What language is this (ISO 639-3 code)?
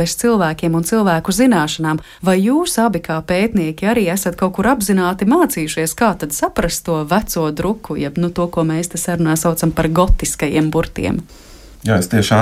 lav